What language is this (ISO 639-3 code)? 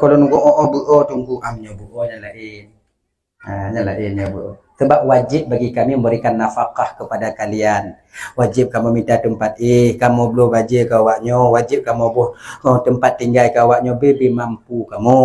ace